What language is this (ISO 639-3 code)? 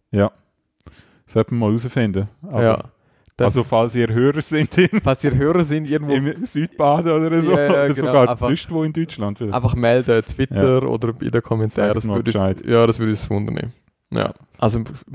deu